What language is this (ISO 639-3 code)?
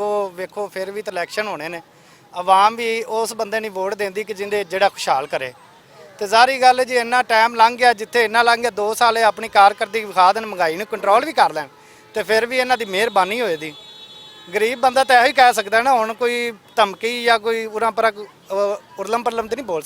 lah